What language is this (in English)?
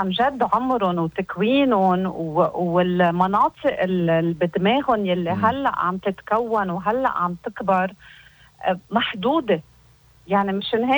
North Levantine Arabic